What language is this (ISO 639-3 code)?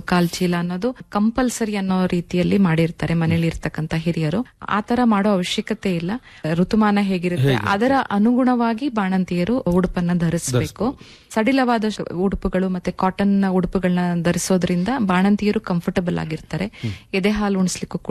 kan